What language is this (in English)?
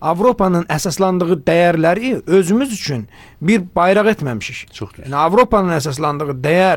Azerbaijani